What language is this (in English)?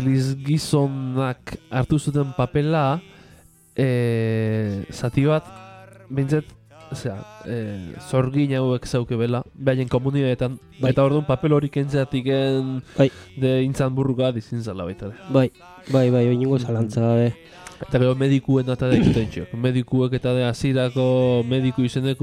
Basque